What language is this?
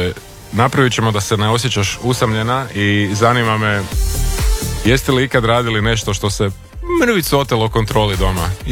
Croatian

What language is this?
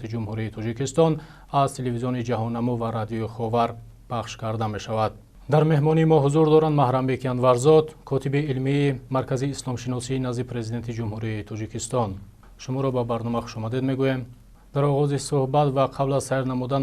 Tajik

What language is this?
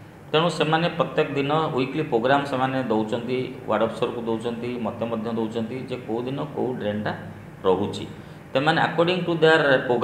Odia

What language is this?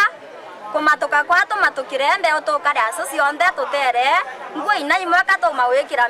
Meru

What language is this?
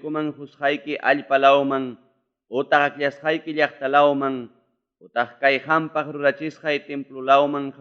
Ayacucho Quechua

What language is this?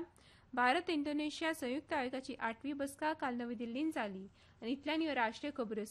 Konkani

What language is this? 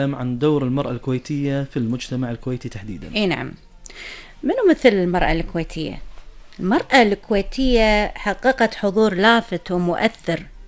Gulf Arabic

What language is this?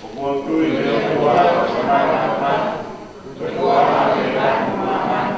Tongan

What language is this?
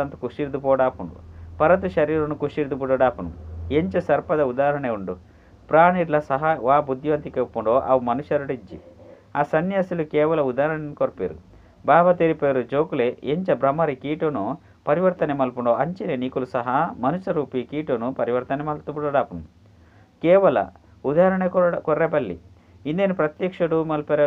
Tulu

